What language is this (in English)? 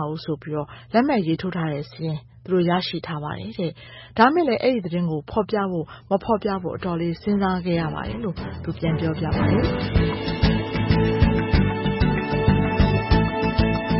Burmese